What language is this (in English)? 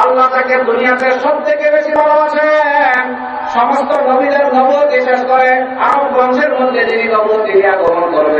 Bangla